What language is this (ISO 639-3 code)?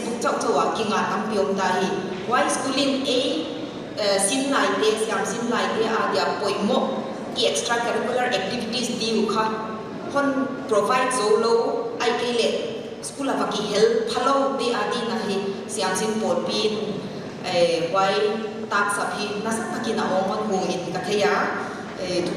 pck